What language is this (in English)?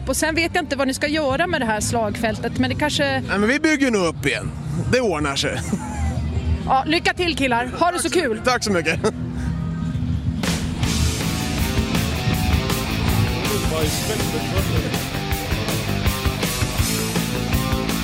Swedish